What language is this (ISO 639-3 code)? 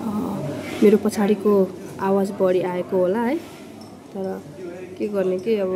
nep